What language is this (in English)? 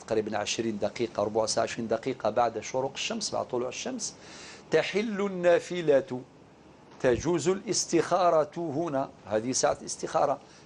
Algerian Arabic